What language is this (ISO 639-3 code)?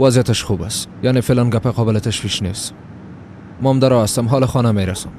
fas